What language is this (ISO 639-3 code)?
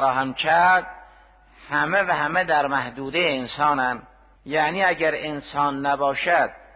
fas